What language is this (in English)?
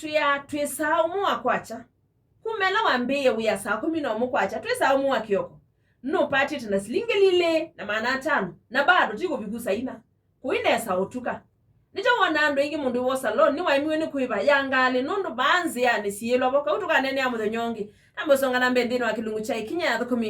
Kamba